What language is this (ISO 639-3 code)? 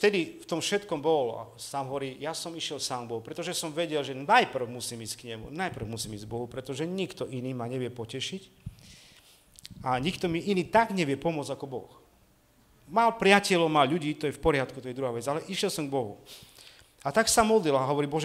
slk